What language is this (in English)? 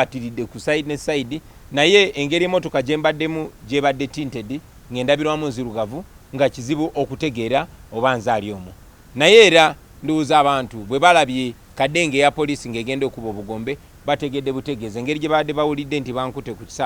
Ganda